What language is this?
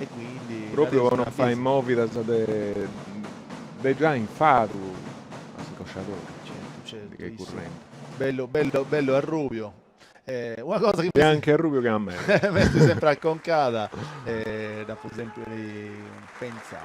Sardinian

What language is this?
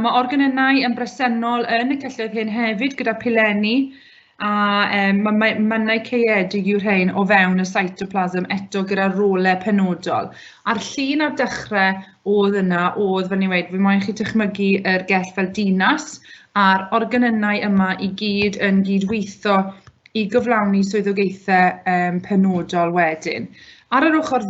Welsh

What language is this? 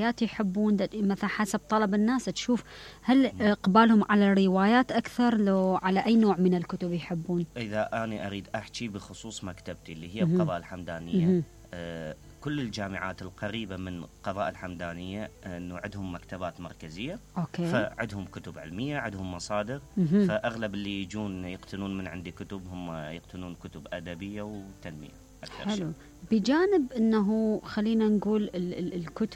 Mesopotamian Arabic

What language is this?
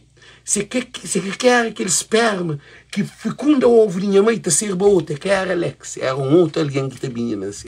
Kabuverdianu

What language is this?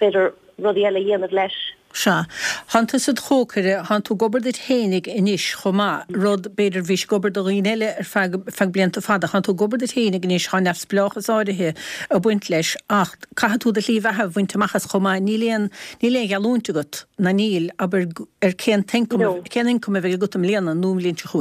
Irish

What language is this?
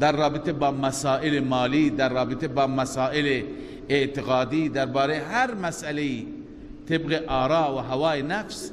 Persian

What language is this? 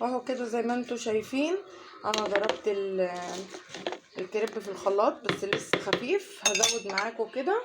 Egyptian Arabic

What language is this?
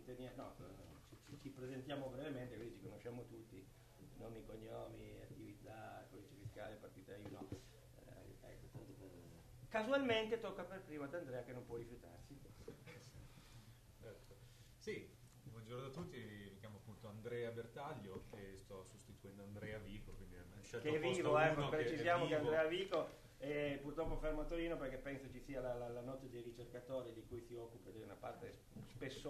Italian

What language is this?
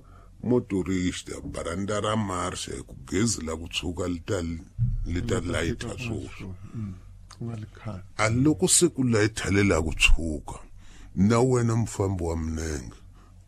Tsonga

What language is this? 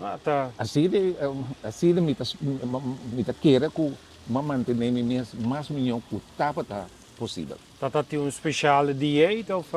Papiamento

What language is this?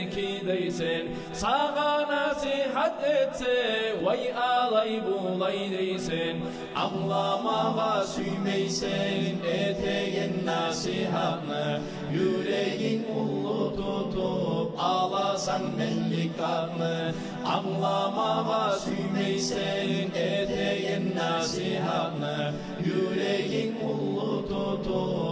Kumyk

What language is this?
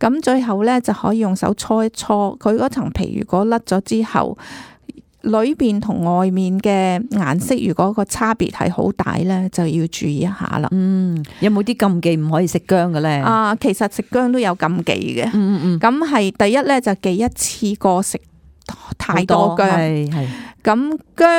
Cantonese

